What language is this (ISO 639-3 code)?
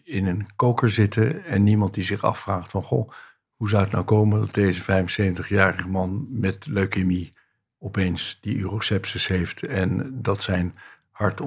nld